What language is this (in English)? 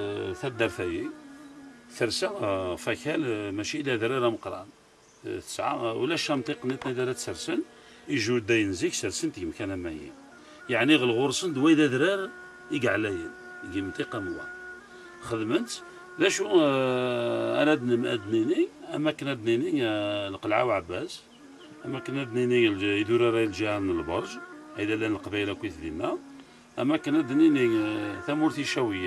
Kabyle